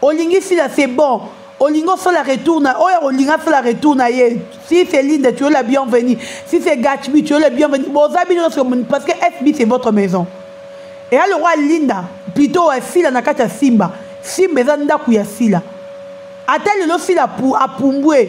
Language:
Lingala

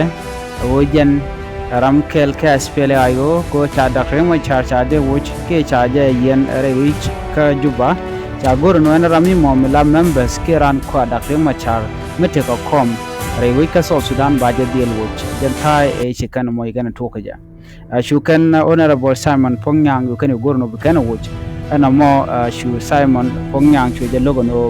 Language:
Nuer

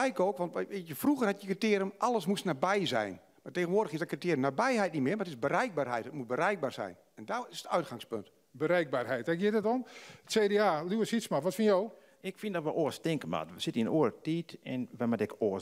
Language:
Western Frisian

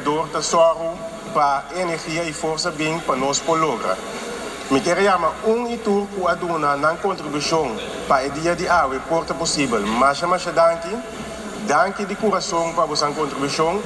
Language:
Papiamento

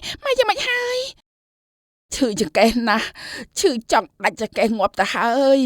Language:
Khmer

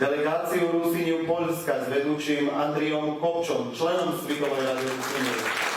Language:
Rusyn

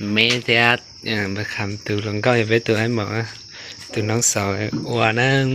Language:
Hmong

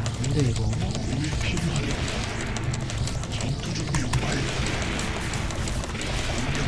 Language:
Korean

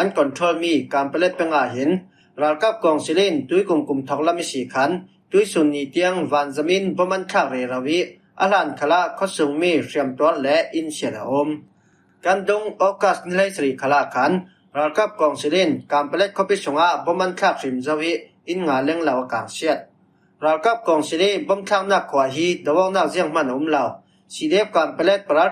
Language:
Falam Chin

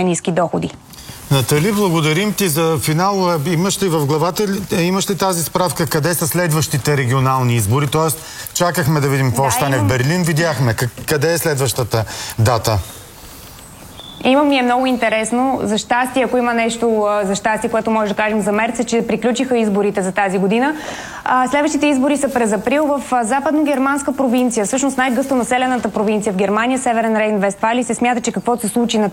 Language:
Bulgarian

